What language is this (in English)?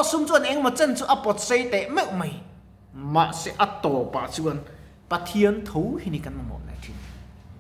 Mizo